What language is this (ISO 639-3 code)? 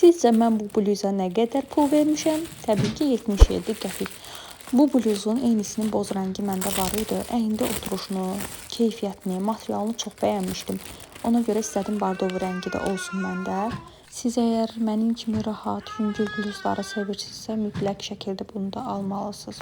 aze